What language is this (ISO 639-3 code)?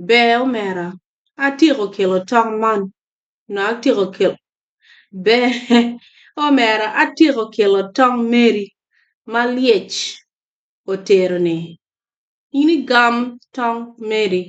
ach